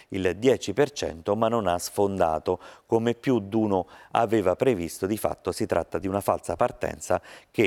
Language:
Italian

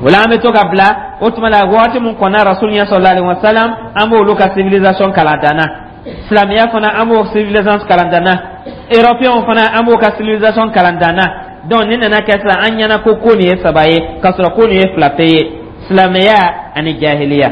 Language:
Dyula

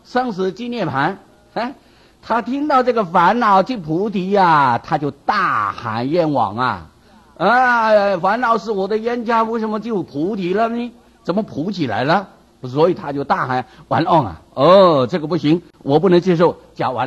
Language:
Chinese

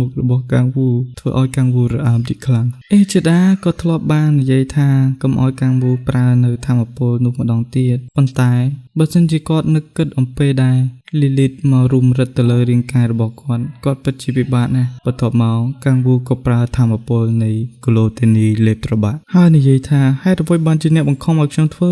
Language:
Khmer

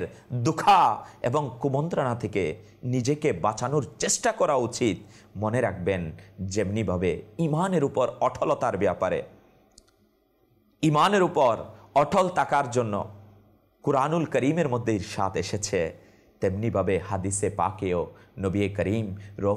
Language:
Bangla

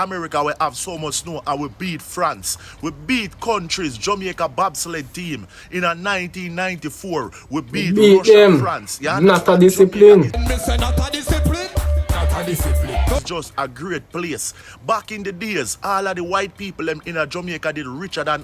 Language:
Jamaican Creole English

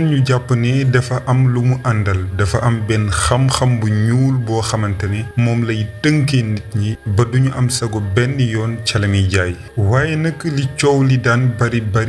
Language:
Wolof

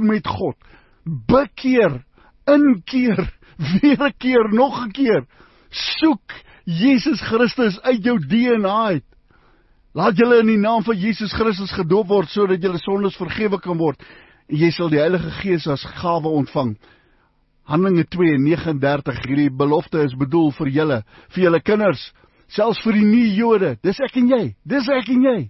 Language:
Afrikaans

